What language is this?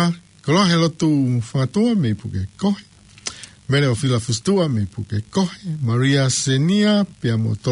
Tongan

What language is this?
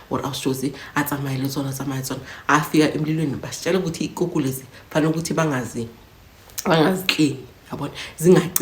Zulu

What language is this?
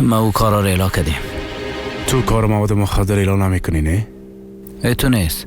Persian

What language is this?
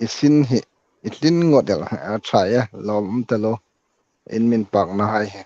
Hmar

